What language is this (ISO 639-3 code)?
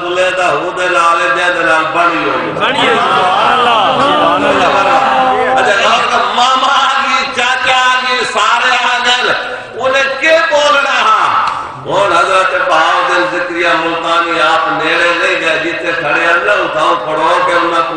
skr